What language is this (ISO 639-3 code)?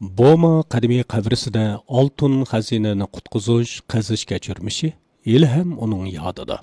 uig